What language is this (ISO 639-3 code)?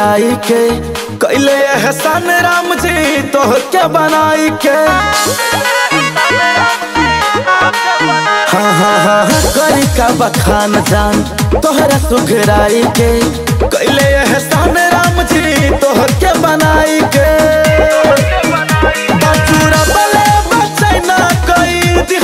bho